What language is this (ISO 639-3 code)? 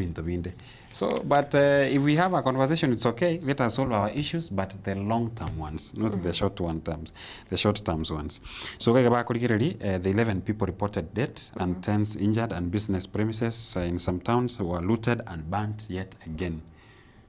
guz